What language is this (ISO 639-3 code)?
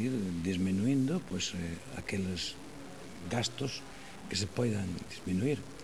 glg